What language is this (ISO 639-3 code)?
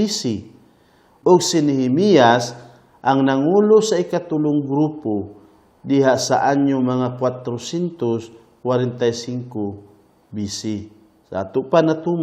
ceb